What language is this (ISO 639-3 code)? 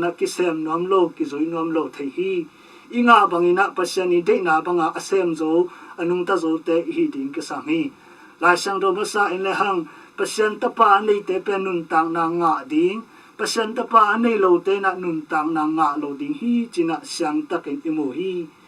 ctd